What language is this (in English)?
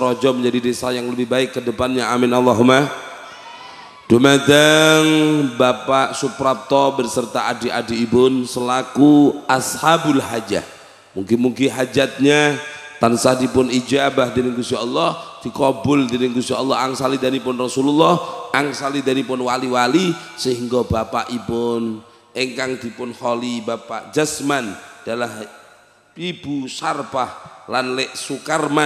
Javanese